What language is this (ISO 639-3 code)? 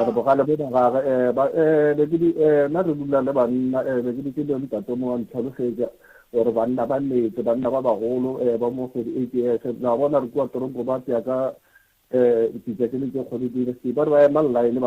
nso